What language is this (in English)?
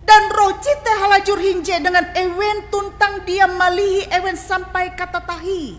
Ngaju